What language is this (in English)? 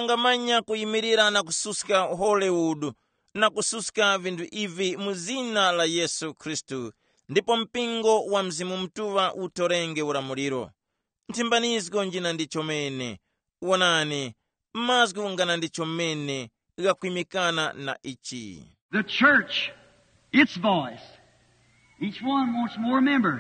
Tumbuka